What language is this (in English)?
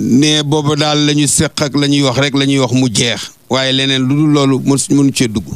Wolof